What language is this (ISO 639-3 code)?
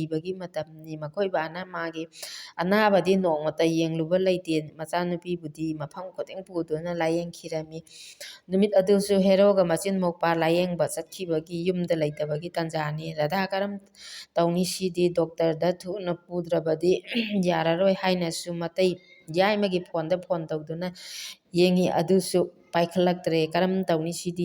mni